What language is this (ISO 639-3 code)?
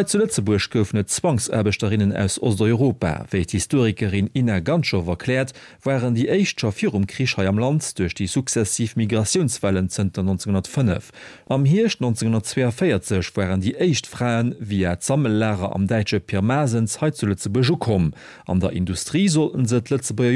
ltz